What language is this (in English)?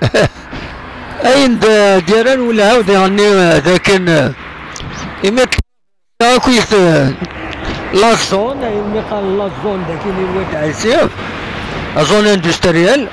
Kabyle